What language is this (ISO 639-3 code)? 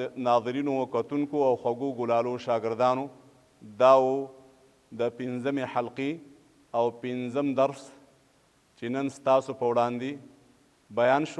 pus